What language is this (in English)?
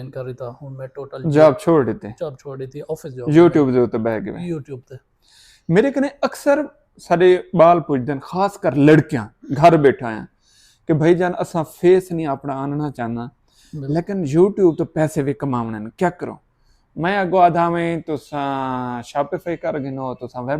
Saraiki